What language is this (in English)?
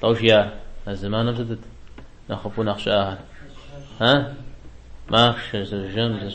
Kabardian